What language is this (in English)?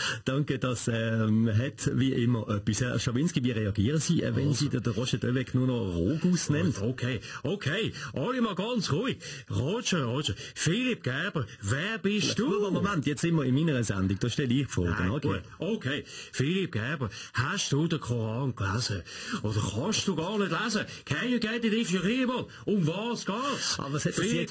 Swiss German